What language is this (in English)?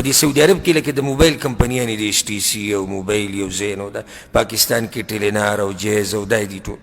Pashto